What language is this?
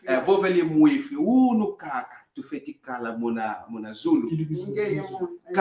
Kongo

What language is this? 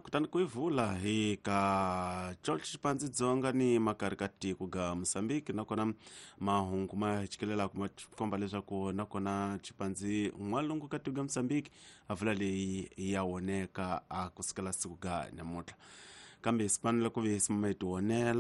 Tsonga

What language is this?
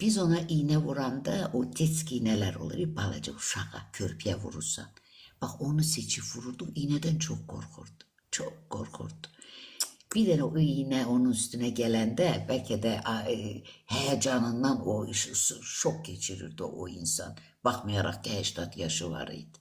Azerbaijani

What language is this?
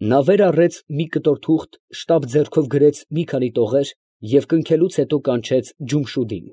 Armenian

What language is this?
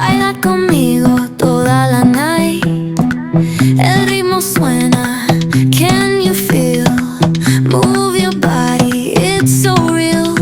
Maithili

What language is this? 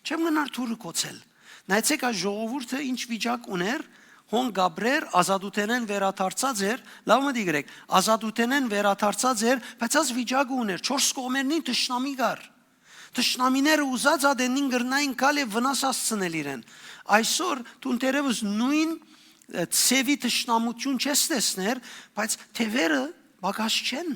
Western Armenian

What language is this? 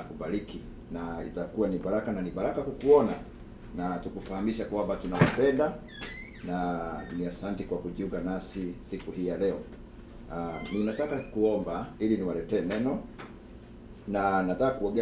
Swahili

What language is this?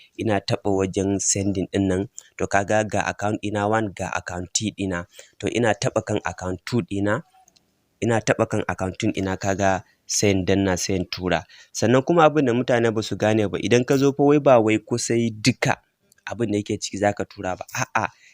Hausa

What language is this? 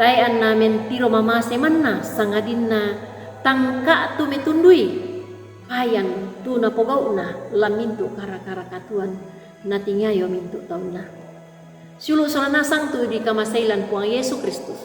Toraja-Sa'dan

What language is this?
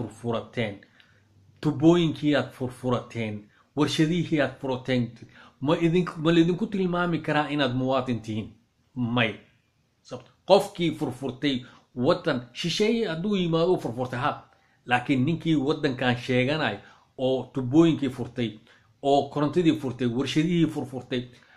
Somali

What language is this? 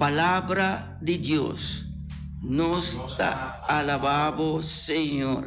Papiamento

